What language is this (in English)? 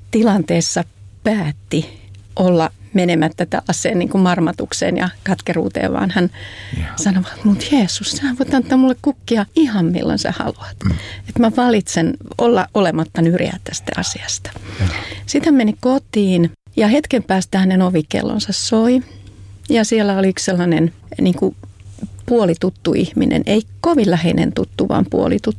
Finnish